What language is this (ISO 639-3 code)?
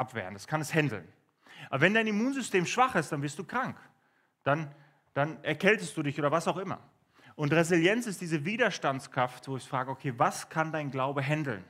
gsw